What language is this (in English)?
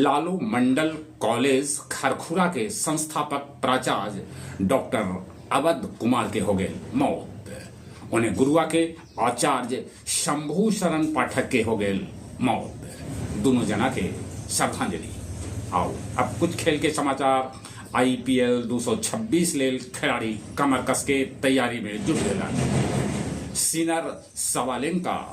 Magahi